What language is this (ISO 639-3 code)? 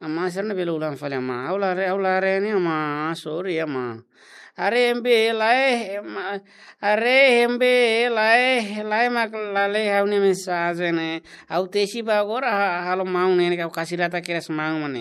tet